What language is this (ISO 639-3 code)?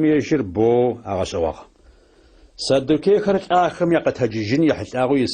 ady